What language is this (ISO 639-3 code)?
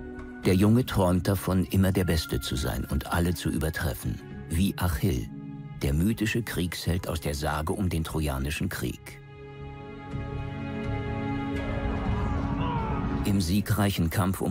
deu